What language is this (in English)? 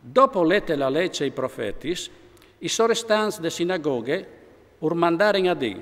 Friulian